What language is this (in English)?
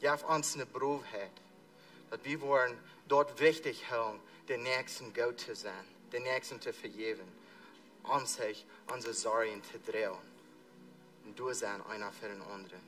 Plautdietsch